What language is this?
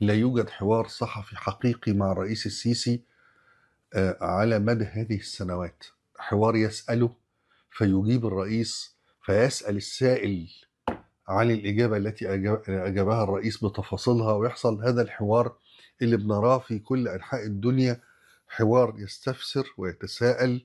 Egyptian Arabic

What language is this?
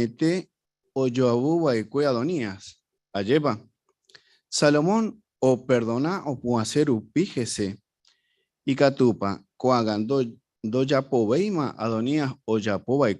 Guarani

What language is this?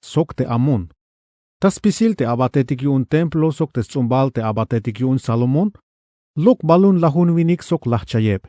Tzeltal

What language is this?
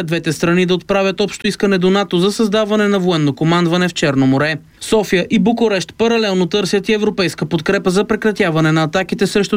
Bulgarian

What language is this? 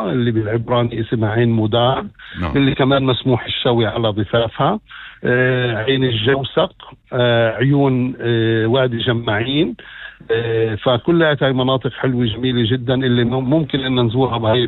North Levantine Arabic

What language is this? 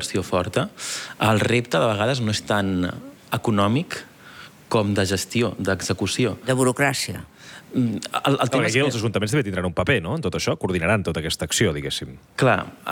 Catalan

